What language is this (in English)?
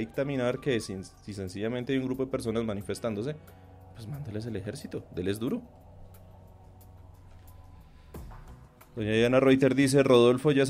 Spanish